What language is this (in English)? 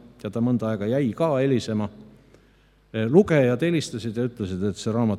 Estonian